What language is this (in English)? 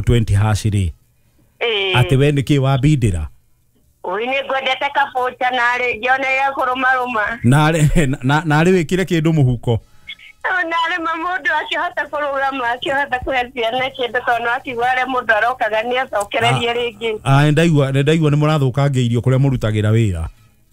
Kikuyu